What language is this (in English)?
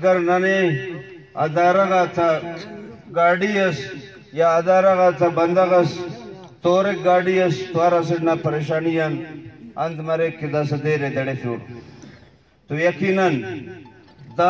Brahui